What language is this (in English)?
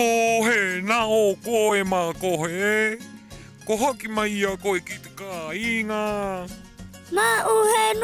Rapanui